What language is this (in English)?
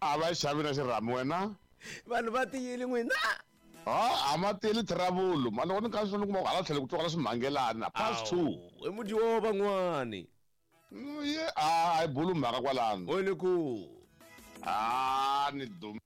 Tsonga